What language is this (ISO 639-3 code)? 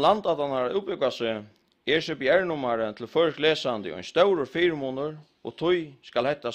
fao